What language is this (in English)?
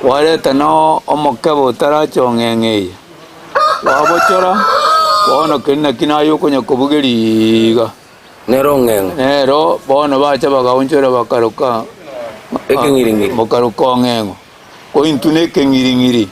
Gusii